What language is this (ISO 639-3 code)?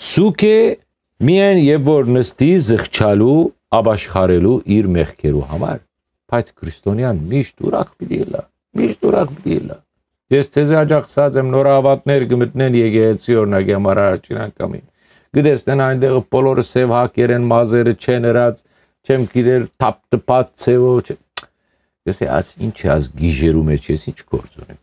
hyw